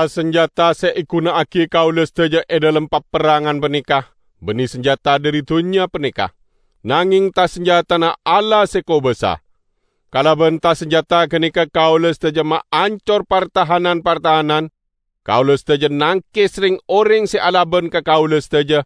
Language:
Madurese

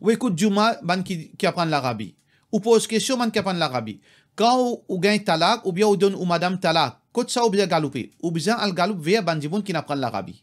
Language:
Morisyen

